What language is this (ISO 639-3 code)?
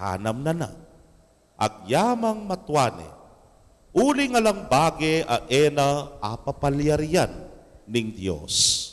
pam